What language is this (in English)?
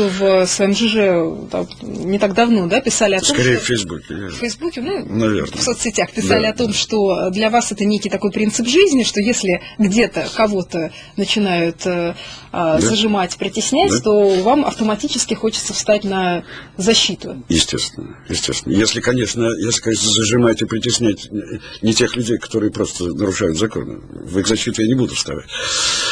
Russian